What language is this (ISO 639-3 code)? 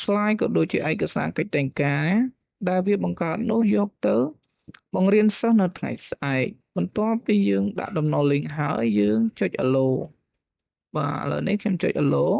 khm